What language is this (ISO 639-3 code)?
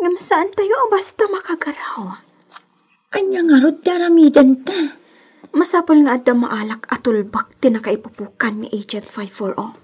ilo